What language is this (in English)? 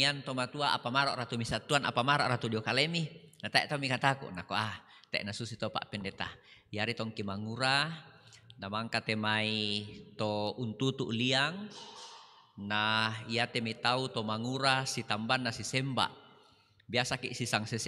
Toraja-Sa'dan